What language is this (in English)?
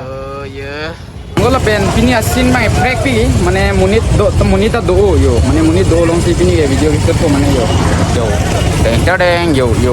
Karbi